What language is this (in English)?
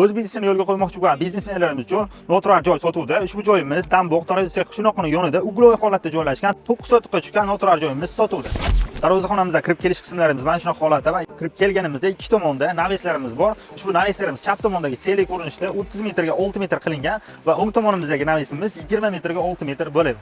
Uzbek